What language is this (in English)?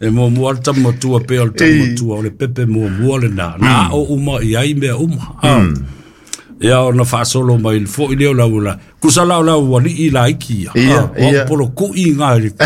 Samoan